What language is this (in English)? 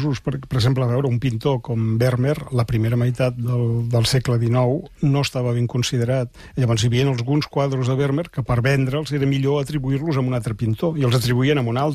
Catalan